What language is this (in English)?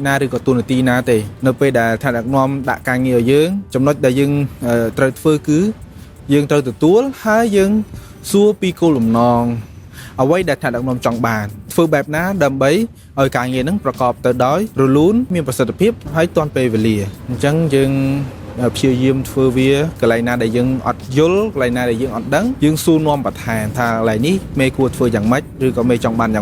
Khmer